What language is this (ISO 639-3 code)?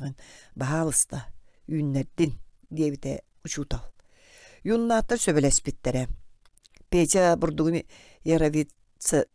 sah